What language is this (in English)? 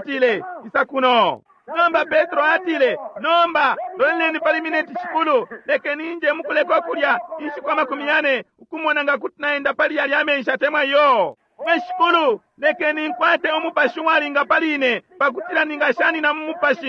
Bemba